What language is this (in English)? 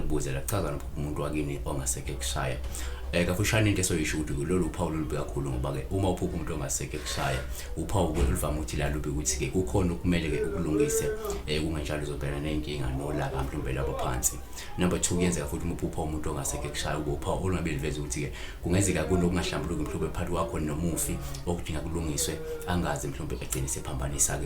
Zulu